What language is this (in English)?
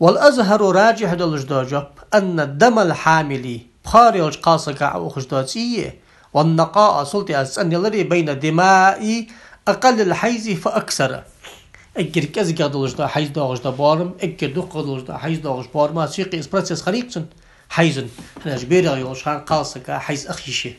Ingush